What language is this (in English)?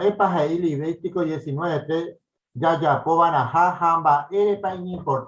Guarani